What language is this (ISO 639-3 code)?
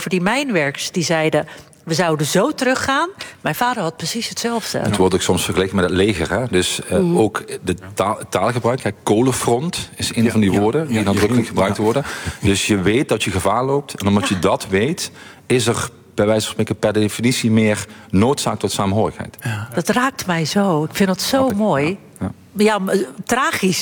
nld